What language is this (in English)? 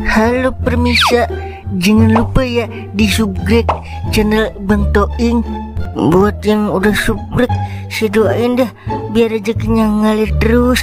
Betawi